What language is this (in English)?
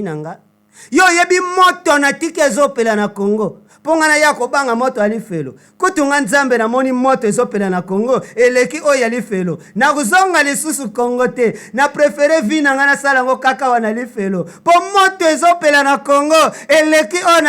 Lingala